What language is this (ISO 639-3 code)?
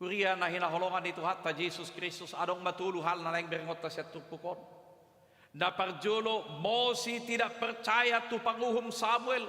bbc